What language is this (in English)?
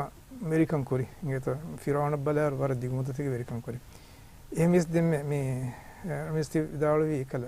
Divehi